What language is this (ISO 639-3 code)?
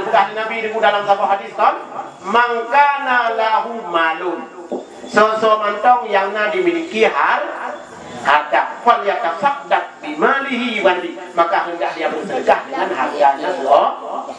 ace